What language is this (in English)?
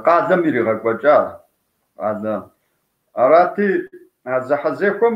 Kabardian